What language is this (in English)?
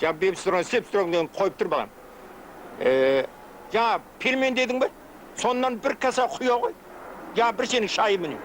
Kara-Kalpak